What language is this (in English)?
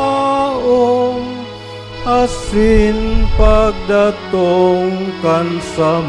Bikol